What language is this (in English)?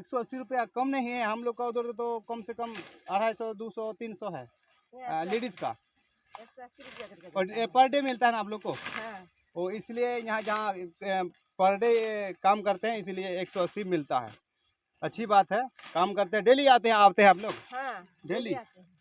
Santali